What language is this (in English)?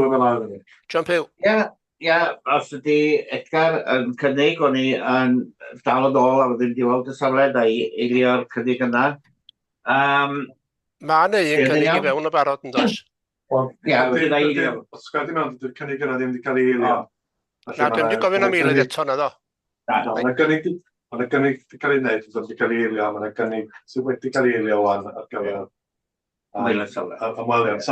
Welsh